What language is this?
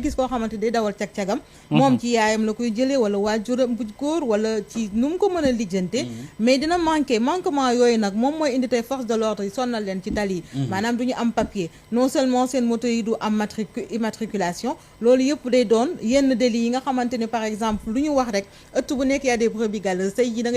Wolof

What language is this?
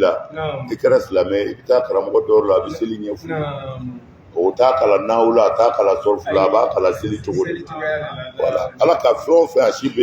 Bambara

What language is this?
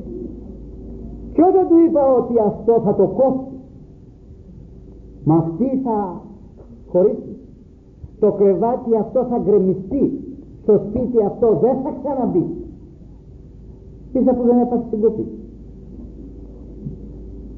Greek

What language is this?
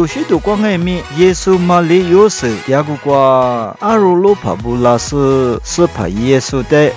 Lisu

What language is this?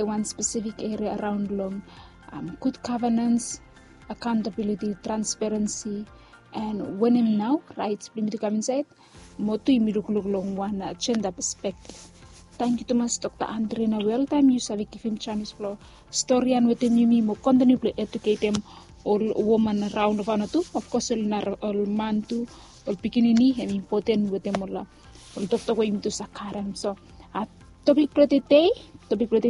Bislama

